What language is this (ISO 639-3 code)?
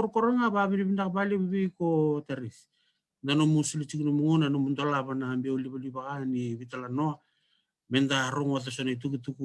fij